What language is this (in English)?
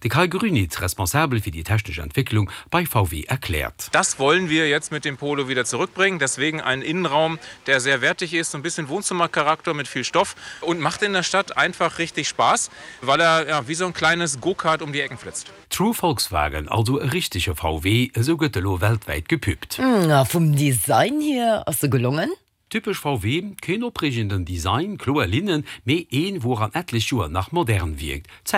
Luxembourgish